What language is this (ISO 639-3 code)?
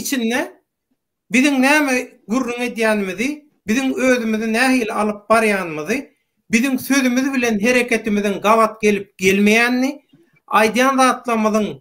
tuk